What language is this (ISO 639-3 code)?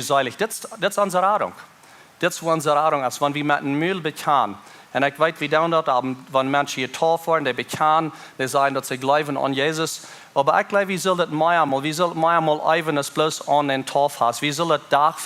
pdt